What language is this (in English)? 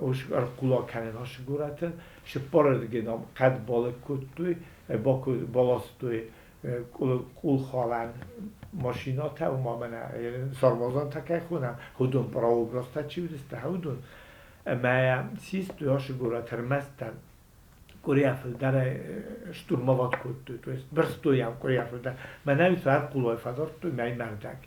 Ossetic